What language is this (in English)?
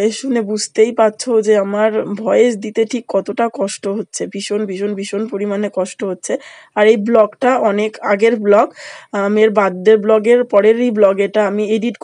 Bangla